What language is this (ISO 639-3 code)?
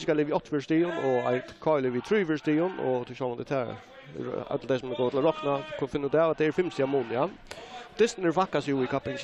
fao